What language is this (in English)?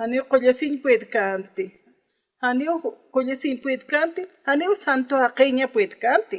Aymara